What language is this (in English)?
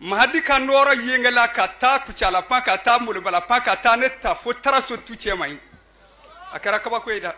Bambara